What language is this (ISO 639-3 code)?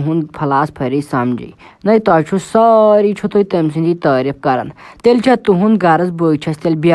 kas